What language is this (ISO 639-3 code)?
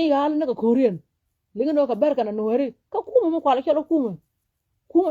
nus